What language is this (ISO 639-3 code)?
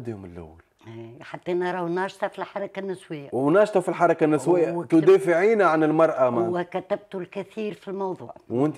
aeb